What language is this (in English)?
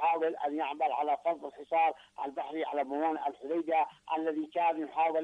Arabic